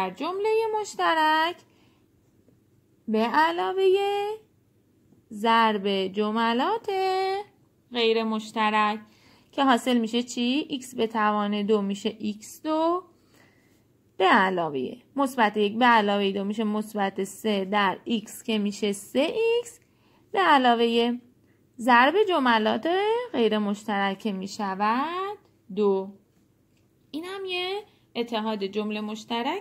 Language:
Persian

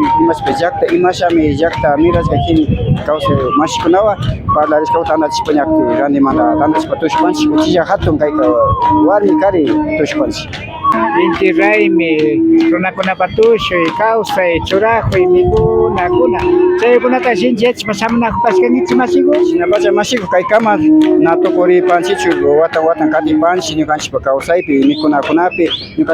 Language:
Imbabura Highland Quichua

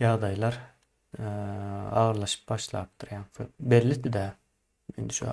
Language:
Turkmen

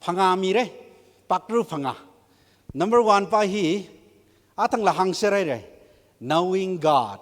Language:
Tangkhul Naga (India)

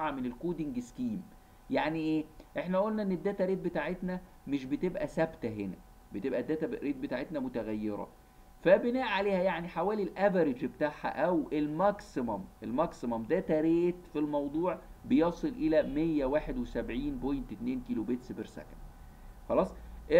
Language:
Egyptian Arabic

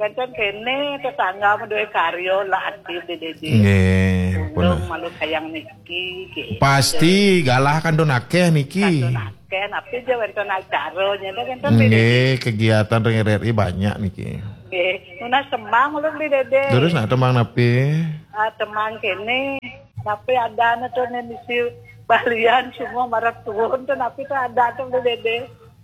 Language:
Balinese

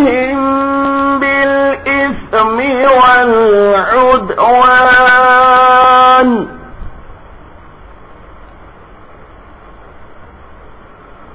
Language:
Urdu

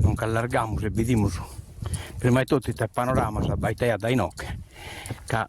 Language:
Sardinian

